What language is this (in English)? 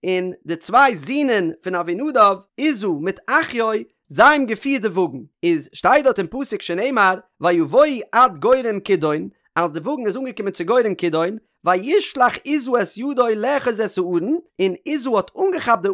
Yiddish